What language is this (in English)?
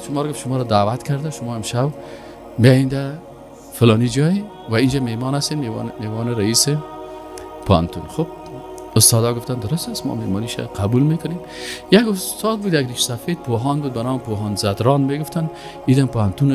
Persian